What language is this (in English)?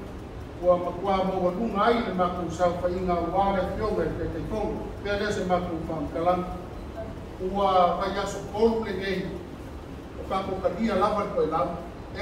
Samoan